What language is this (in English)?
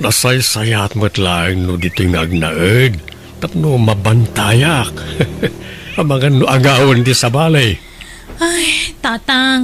Iloko